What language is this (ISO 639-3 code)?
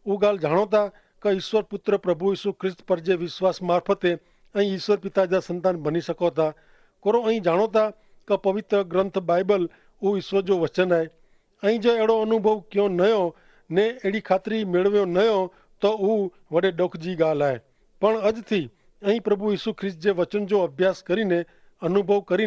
kfr